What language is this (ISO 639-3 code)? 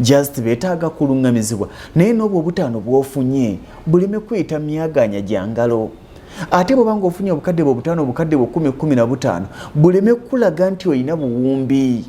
lug